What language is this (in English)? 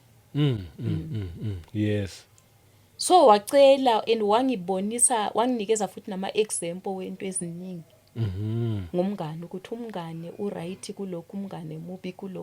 Zulu